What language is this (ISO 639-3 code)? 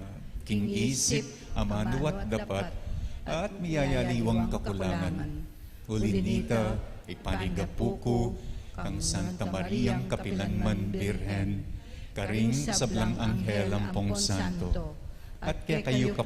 pam